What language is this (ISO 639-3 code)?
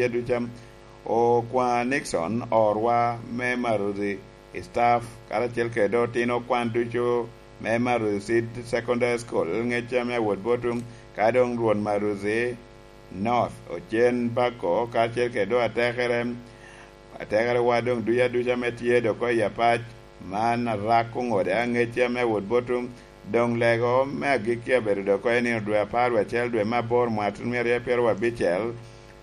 laj